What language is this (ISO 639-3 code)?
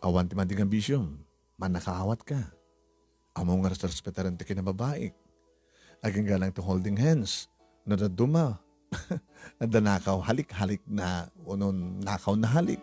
ilo